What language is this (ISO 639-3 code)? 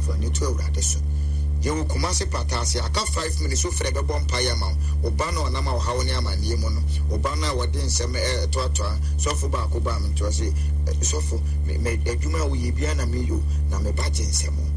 aka